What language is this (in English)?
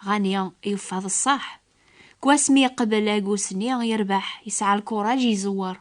Kabyle